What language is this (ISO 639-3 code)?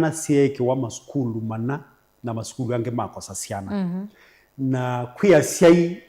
kam